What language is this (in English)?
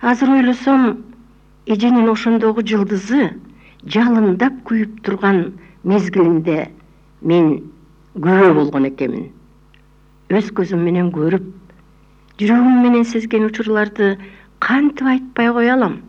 Kyrgyz